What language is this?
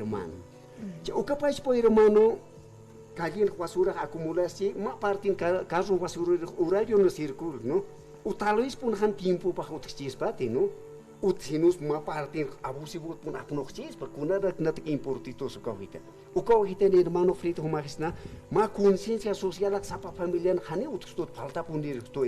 Aymara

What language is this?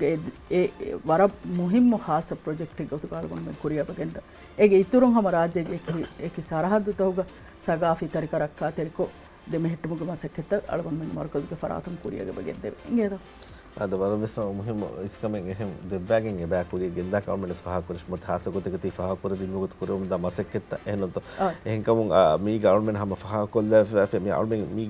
Divehi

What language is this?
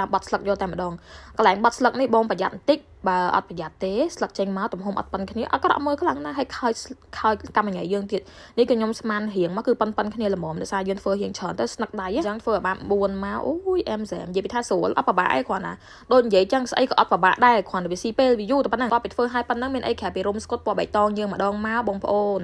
Khmer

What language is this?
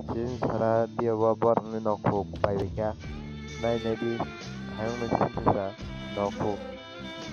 Kok Borok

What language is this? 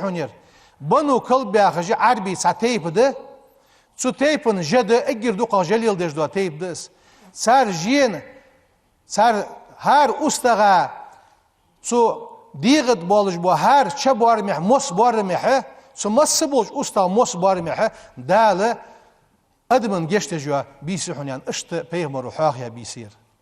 Ingush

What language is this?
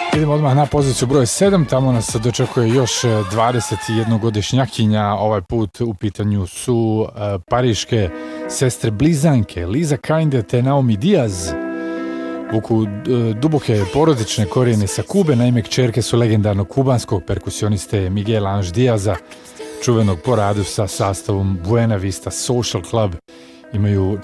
Serbian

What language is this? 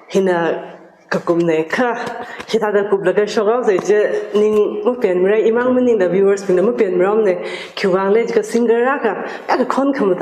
Tangkhul Naga (India)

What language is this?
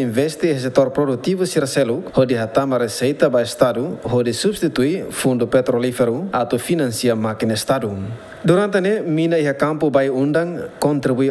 Tetum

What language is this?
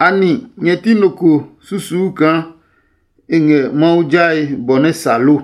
Adangme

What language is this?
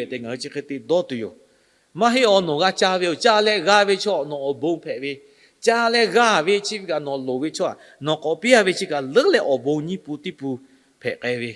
Lahu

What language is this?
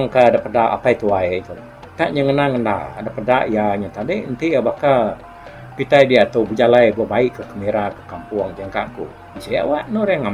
Iban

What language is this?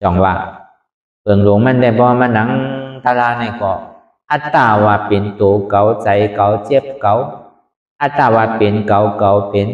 Shan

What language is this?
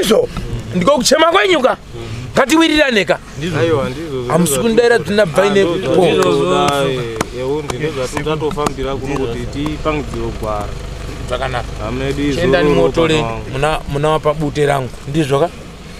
Shona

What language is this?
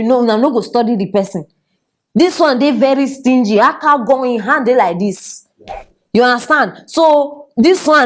Nigerian Pidgin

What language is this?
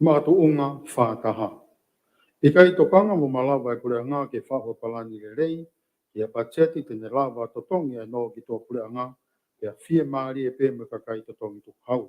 Tongan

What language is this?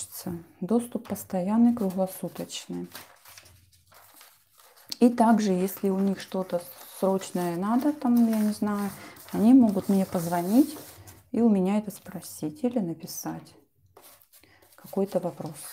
Russian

